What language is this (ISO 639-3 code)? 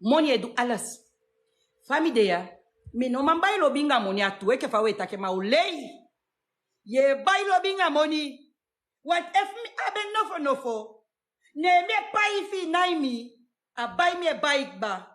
srn